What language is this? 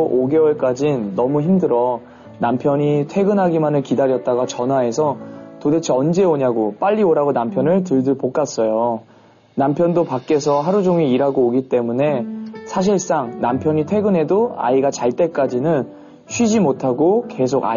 Korean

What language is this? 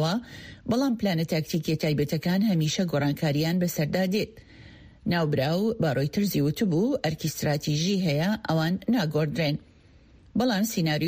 Central Kurdish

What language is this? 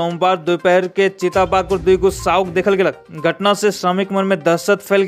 Sadri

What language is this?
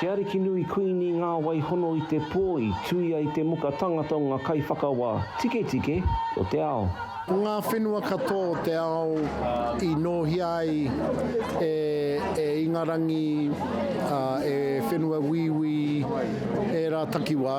Māori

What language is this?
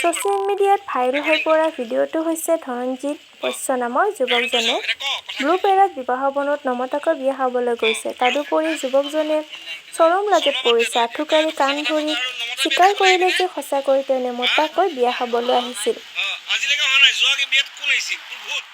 Assamese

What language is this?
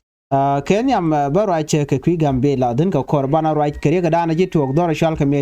Nuer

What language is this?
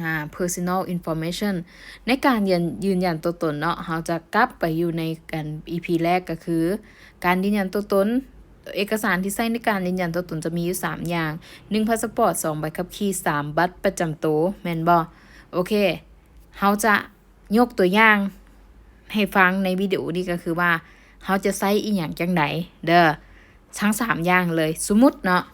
Lao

